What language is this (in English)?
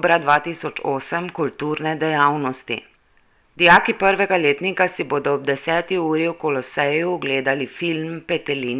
Slovenian